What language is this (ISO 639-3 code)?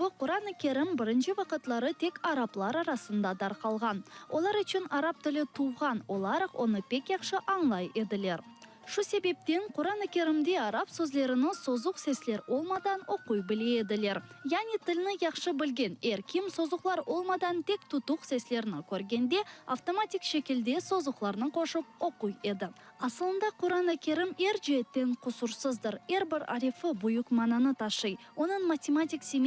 crh